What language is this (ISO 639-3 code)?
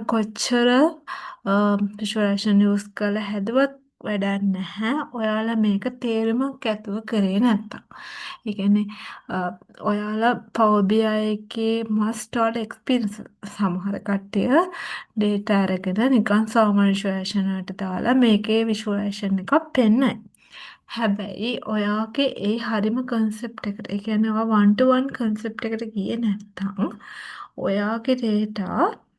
sin